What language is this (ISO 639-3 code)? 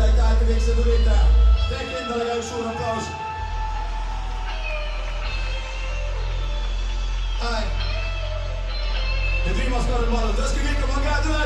est